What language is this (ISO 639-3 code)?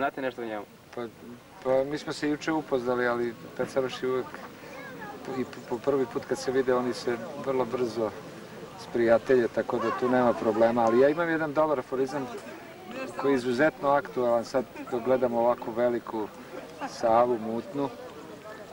srp